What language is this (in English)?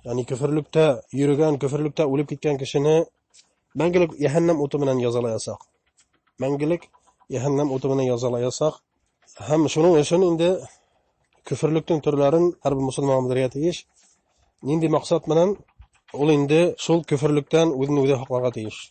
Bashkir